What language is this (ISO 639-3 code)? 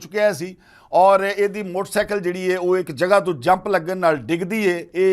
lah